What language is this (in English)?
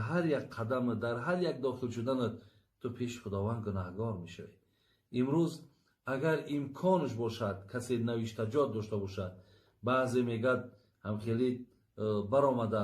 Tajik